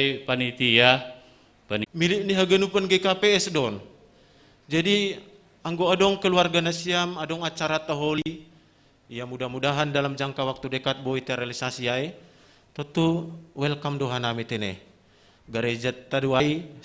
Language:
Batak Simalungun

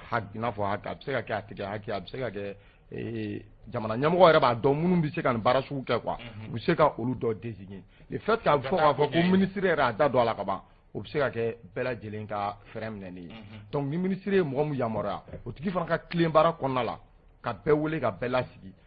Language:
Bambara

